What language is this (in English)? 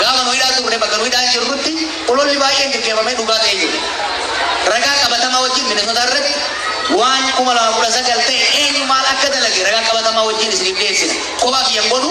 Oromo